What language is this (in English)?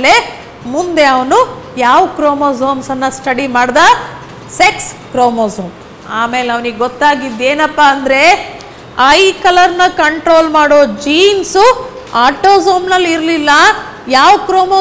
Kannada